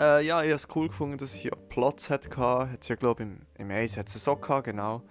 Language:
Swiss German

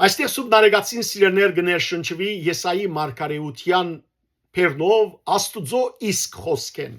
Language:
Western Armenian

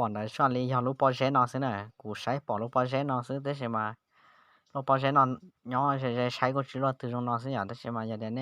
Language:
Hmong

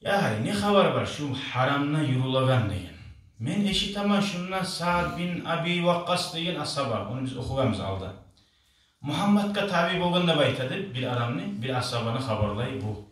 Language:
Kumyk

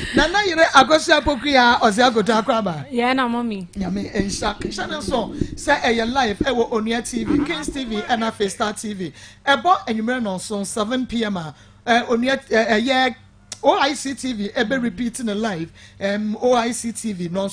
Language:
Akan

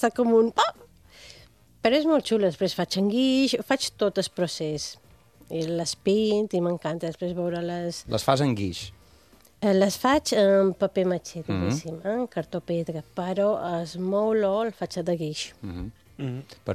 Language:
Catalan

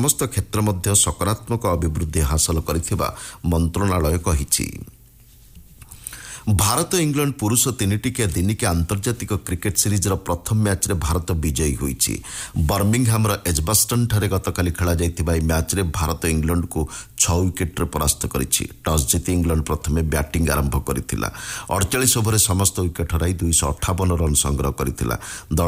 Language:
Odia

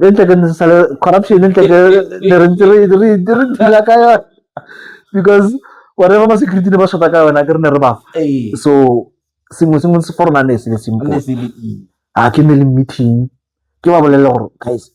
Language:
Tswana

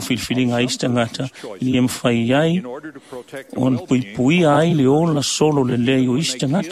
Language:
Samoan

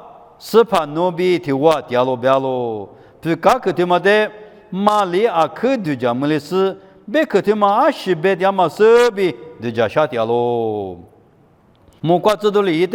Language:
Lisu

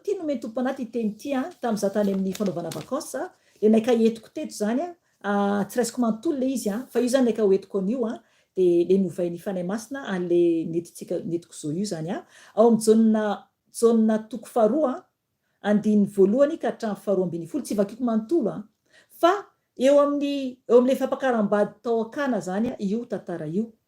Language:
Malagasy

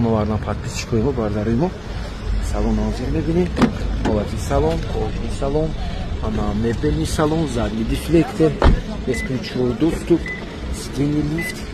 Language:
Tajik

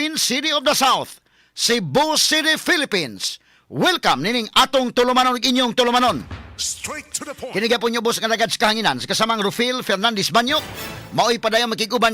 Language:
Cebuano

